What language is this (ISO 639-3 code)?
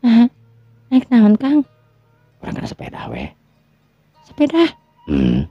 sun